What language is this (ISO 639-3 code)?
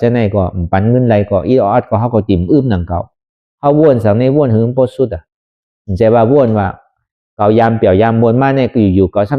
shn